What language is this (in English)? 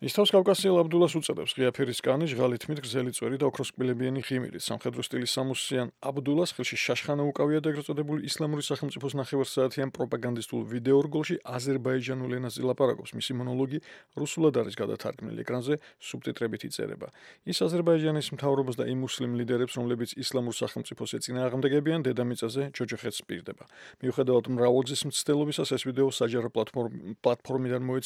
Georgian